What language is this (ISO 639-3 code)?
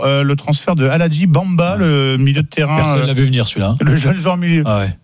fra